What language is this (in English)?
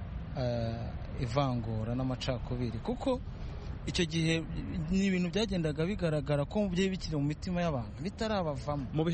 Kinyarwanda